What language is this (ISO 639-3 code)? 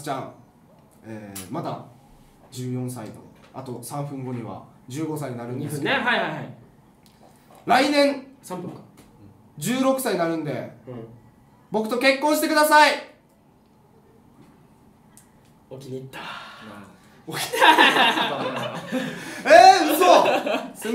jpn